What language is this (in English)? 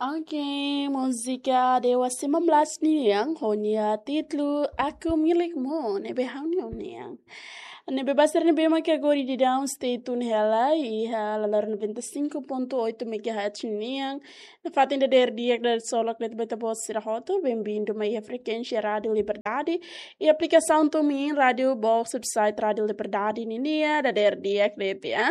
Tetum